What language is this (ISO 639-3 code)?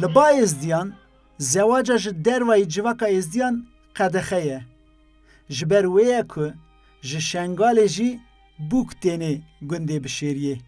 kur